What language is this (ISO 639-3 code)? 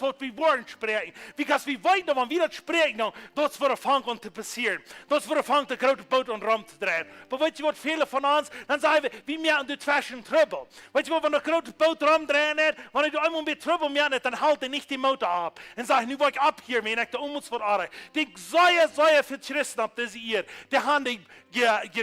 pdt